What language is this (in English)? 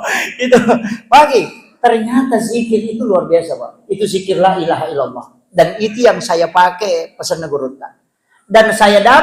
Buginese